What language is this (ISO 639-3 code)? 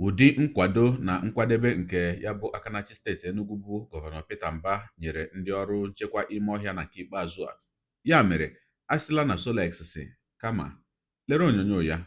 ibo